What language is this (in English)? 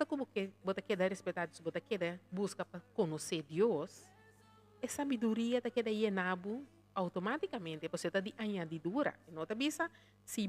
Papiamento